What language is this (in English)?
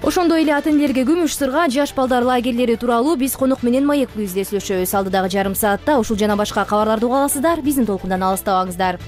Kyrgyz